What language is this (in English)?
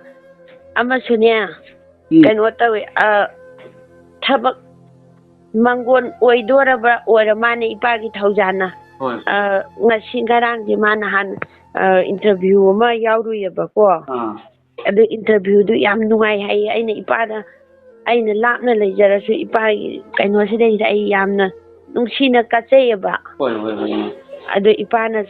Manipuri